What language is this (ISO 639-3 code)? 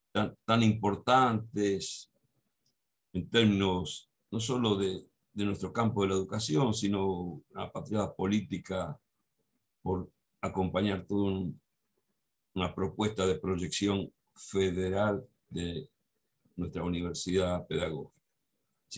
spa